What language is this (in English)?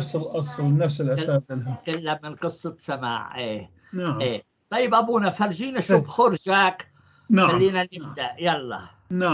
North Levantine Arabic